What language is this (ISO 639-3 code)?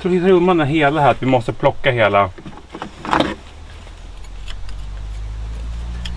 swe